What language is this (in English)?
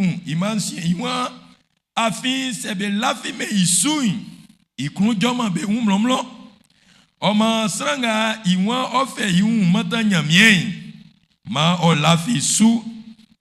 Baoulé